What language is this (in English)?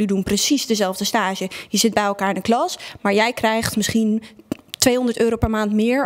Dutch